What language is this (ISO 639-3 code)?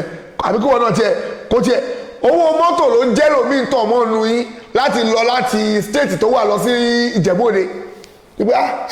yor